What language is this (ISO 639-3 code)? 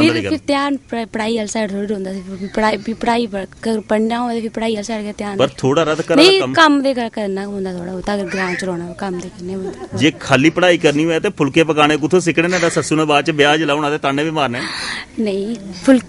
doi